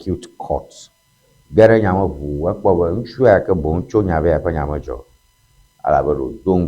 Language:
Ewe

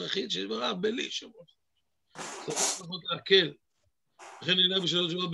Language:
Hebrew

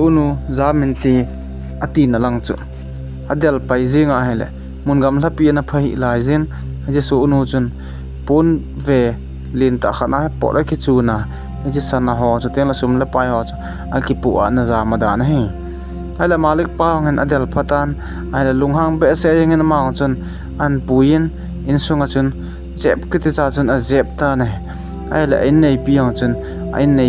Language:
Thado Chin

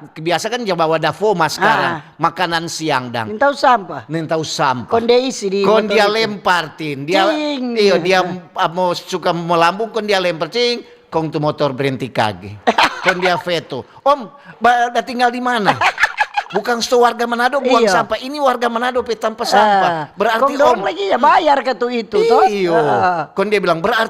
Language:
Manado Malay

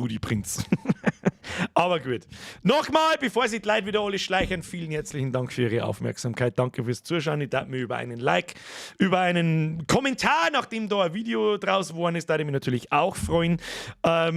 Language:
Bavarian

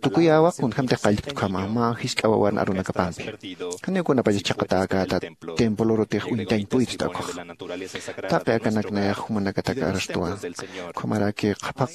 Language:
Aymara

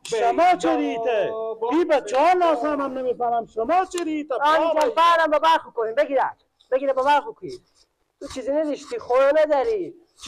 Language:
Persian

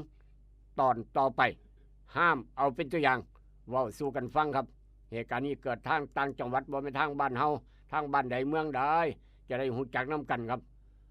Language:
Northeastern Thai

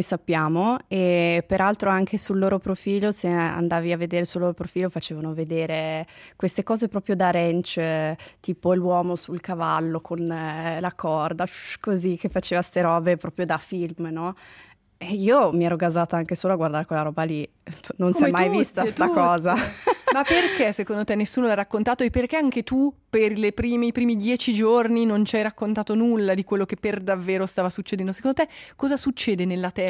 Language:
Italian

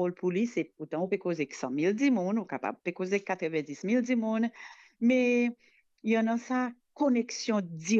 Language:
Morisyen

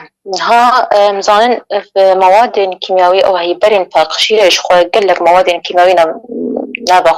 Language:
Kurdish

